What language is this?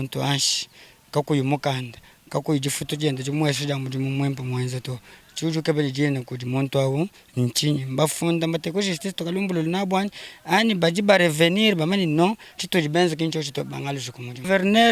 Luba-Lulua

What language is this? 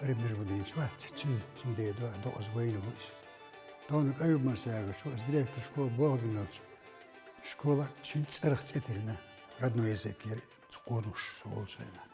Chechen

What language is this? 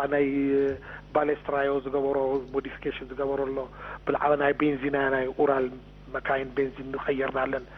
Tigrinya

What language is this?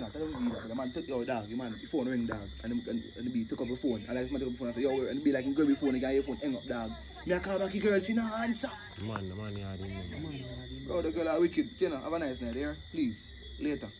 Jamaican Creole English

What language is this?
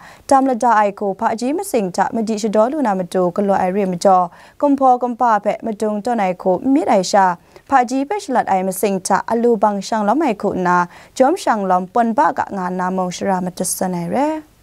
Kachin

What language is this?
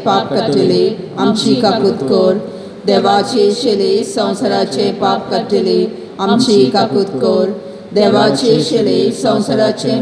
Konkani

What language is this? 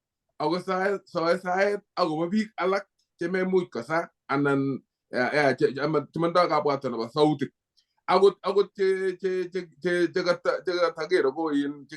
Kalenjin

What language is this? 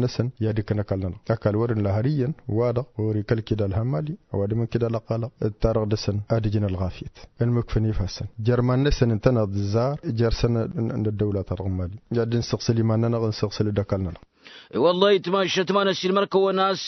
Tamasheq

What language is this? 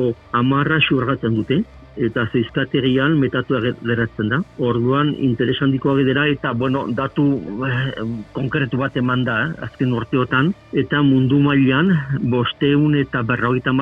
Basque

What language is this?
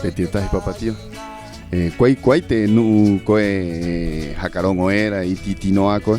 Rapanui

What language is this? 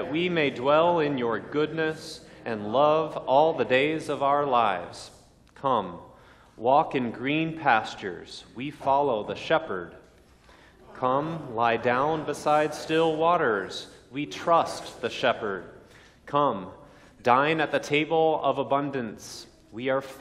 English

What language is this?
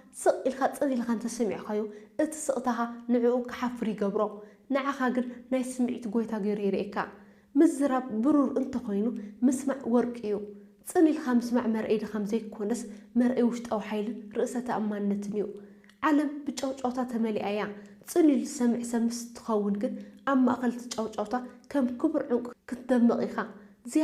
Tigrinya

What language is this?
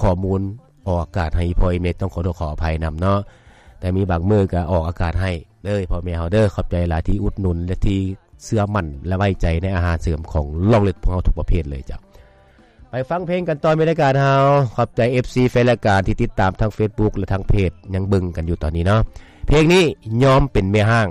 Lao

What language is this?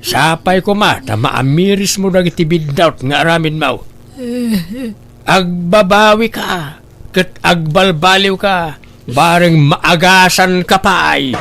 Iloko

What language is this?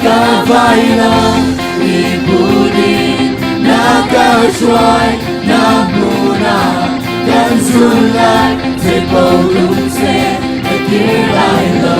Hakha Chin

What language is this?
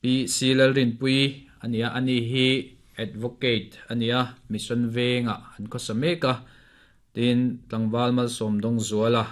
Mizo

